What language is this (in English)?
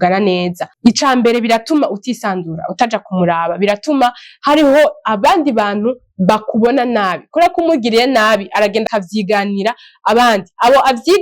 Rundi